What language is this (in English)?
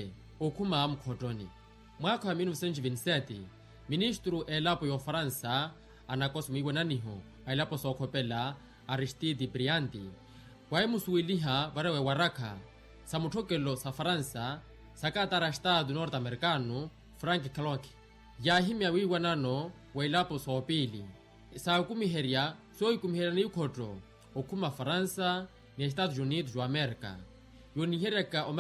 Makhuwa